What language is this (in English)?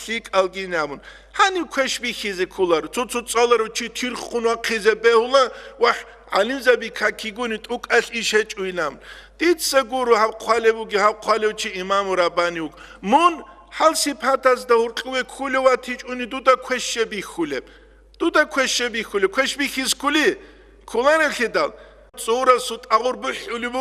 Avaric